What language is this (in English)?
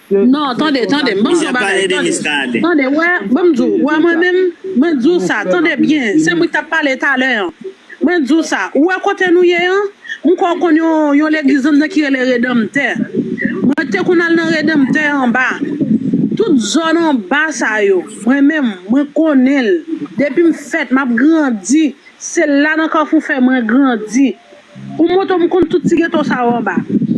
Haitian Creole